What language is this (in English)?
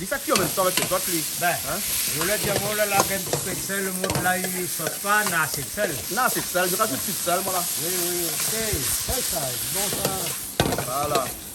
Réunion Creole French